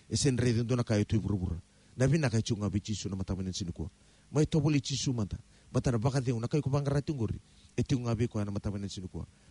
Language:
Fijian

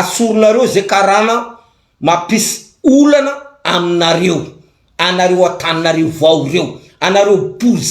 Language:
Malagasy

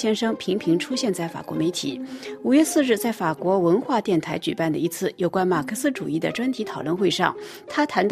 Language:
Chinese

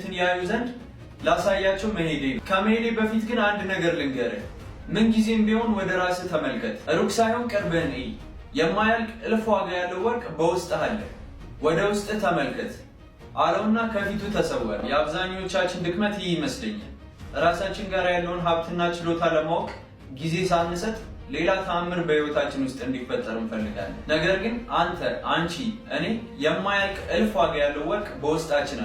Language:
Amharic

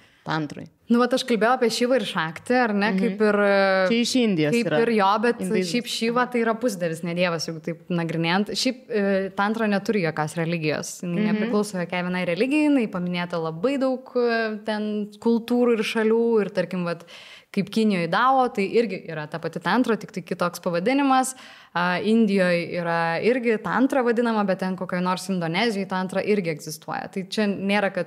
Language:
Lithuanian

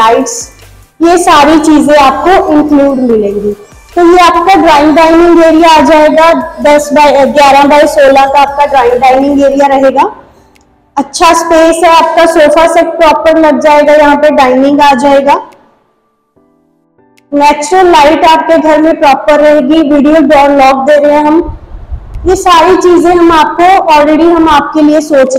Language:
Hindi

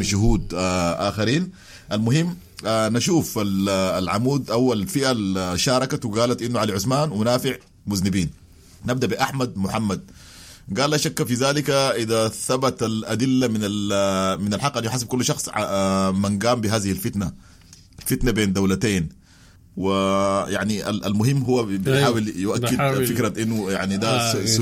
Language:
Sudanese Arabic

